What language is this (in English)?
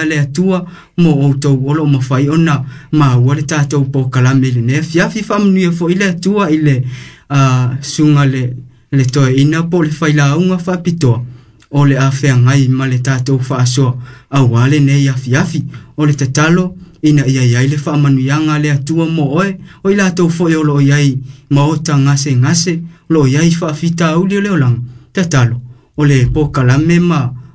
Samoan